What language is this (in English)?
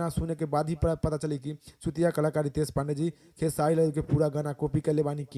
Bhojpuri